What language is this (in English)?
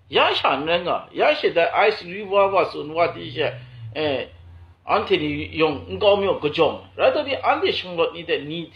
Kachin